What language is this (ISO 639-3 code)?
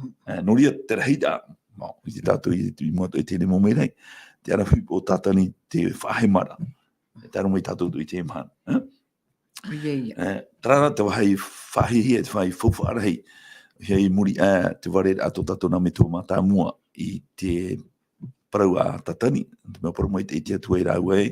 tah